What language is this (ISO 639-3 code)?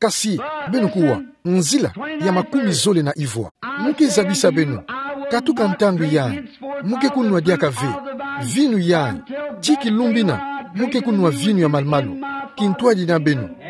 ktu